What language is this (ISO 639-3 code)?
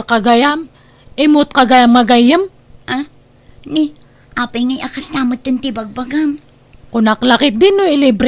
ilo